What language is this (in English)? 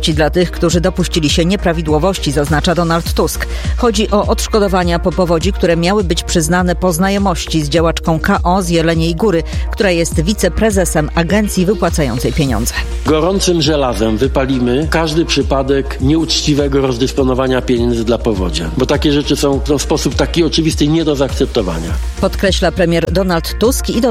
Polish